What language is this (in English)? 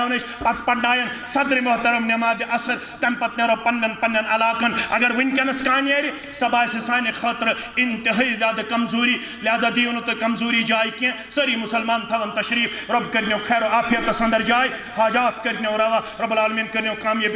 Kashmiri